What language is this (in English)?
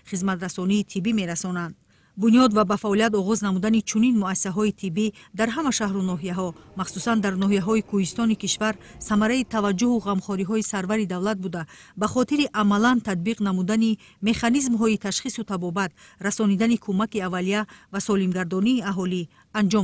Tajik